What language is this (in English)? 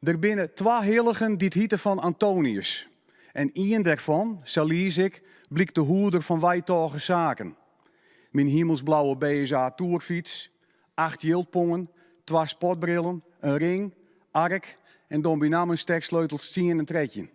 Western Frisian